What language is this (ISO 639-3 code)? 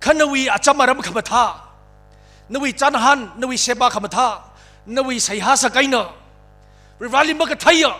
nmf